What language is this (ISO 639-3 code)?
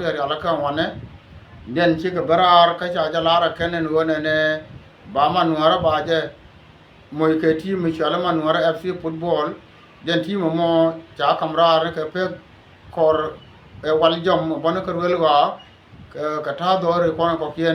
nus